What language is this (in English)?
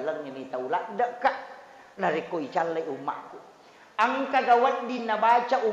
Buginese